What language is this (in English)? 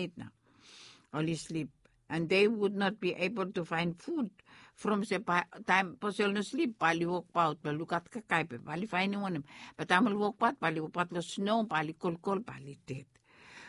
Bislama